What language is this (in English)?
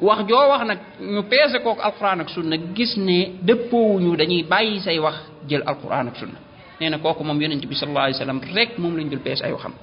Wolof